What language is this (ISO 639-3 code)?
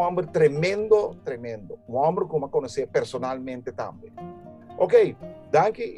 pap